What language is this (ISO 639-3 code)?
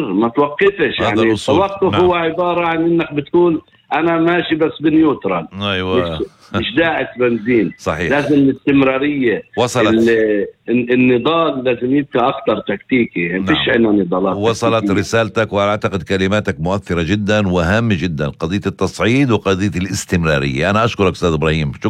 apc